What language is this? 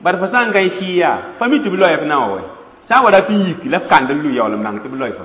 Mossi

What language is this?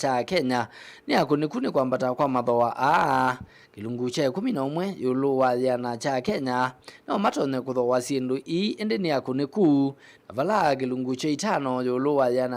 Kamba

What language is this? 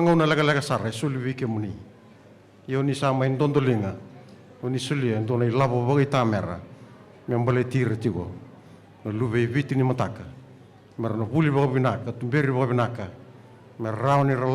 Fijian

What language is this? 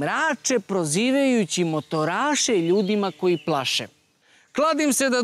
Serbian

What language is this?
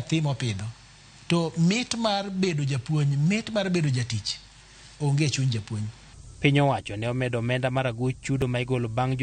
Luo (Kenya and Tanzania)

